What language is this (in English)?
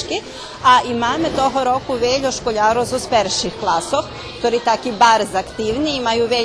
Rusyn